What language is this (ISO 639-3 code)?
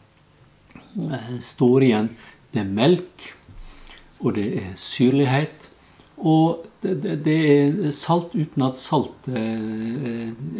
nor